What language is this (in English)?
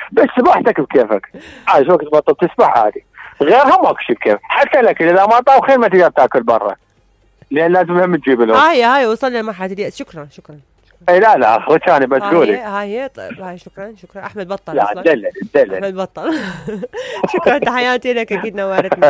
Mesopotamian Arabic